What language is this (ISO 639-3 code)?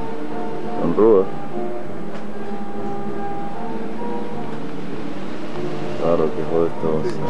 spa